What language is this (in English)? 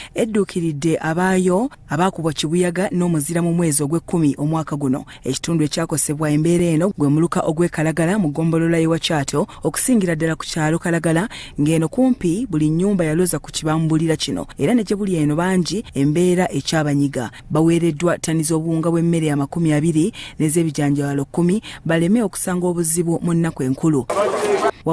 Ganda